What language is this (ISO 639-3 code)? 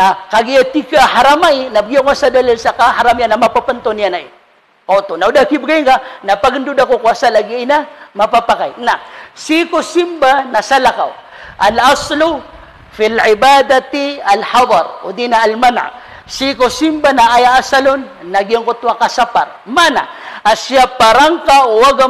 mrw